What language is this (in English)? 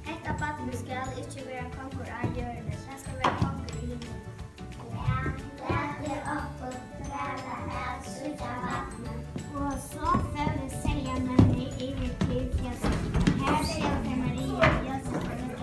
Faroese